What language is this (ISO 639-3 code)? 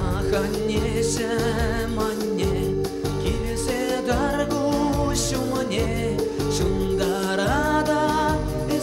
chv